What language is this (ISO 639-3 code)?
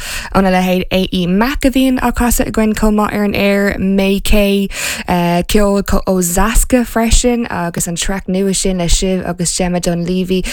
gle